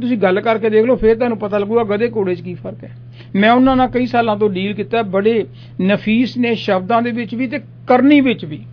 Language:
Punjabi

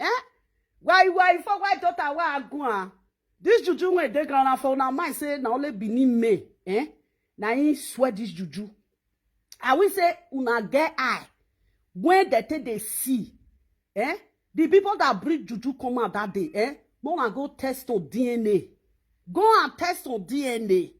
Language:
Nigerian Pidgin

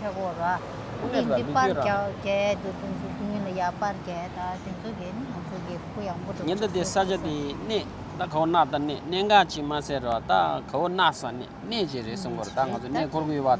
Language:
Tibetan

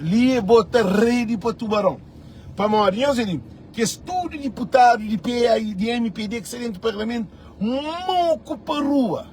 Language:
Kabuverdianu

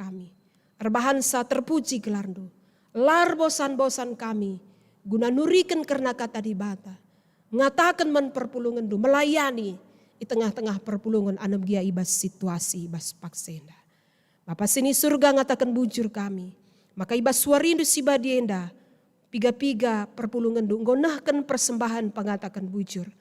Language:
Batak Karo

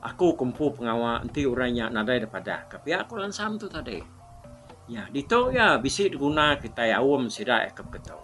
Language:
Iban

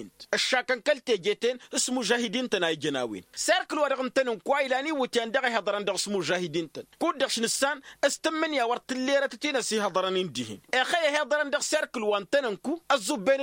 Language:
Tamasheq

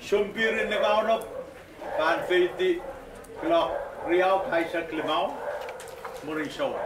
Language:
Pohnpeian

